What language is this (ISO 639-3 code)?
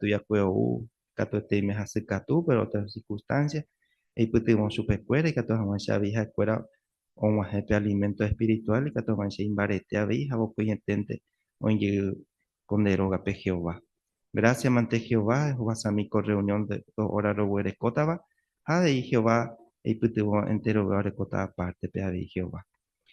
grn